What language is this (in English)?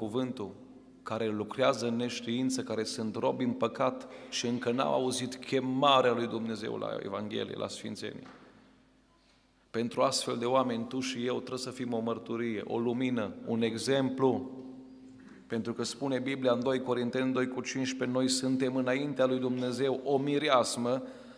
Romanian